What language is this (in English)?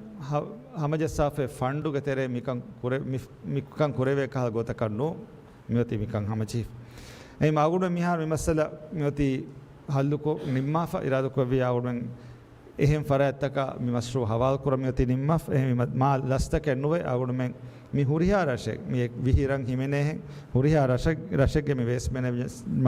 Divehi